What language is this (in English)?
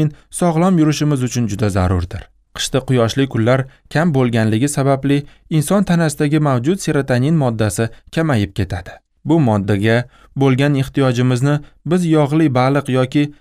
Uzbek